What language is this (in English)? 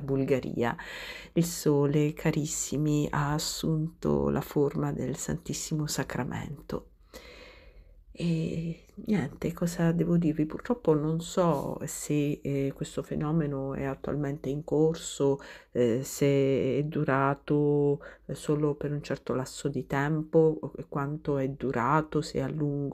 Italian